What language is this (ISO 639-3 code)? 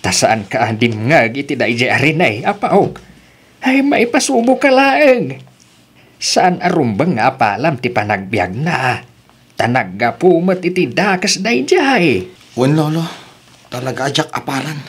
ilo